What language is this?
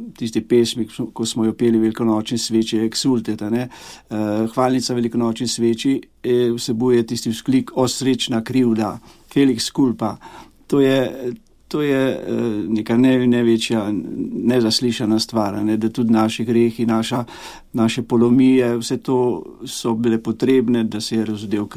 Slovenian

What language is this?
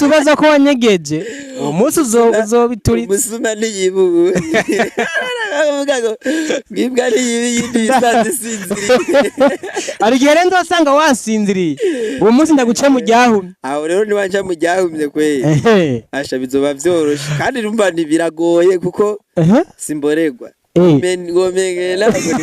Rundi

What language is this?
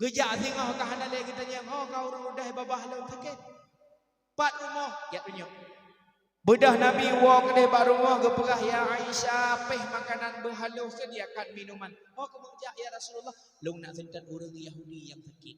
Achinese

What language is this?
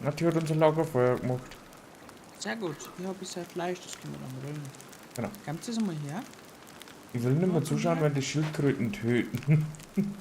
Bavarian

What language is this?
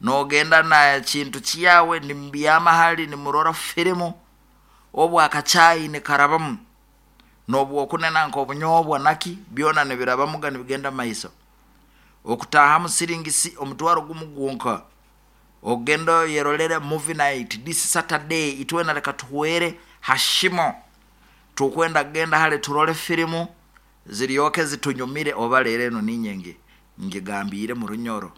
Nyoro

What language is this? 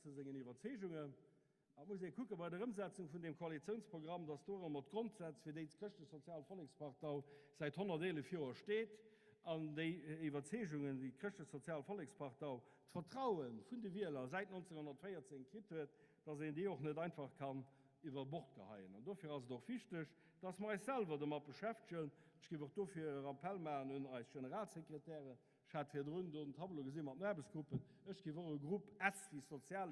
Luxembourgish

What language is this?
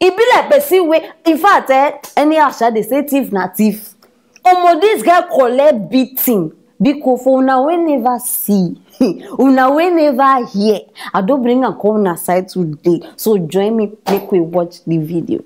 Nigerian Pidgin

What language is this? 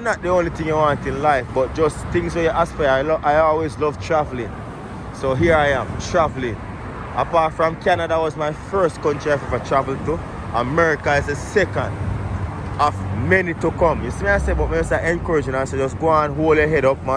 Jamaican Creole English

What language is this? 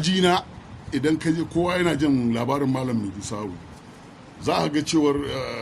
Hausa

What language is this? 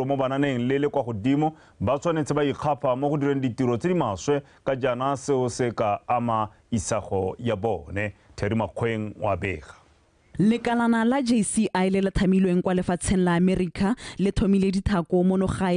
Tswana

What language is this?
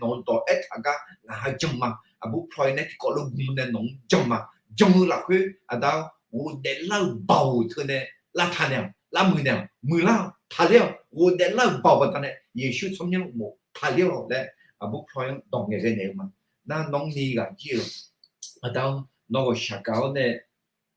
Akha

